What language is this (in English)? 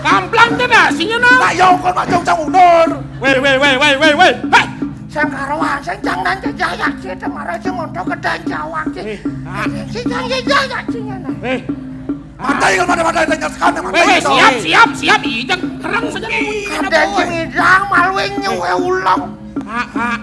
Balinese